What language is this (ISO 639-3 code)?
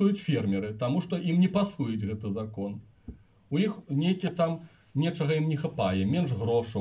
bel